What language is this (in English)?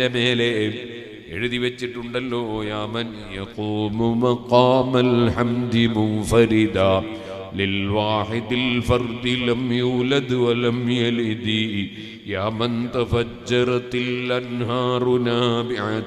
Malayalam